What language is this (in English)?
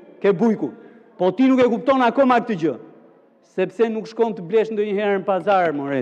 Albanian